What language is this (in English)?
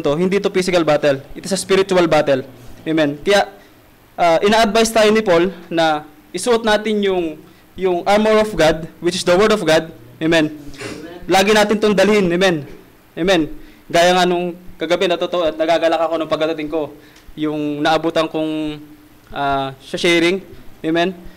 Filipino